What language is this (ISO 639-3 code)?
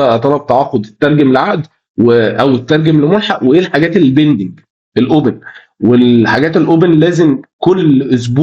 arz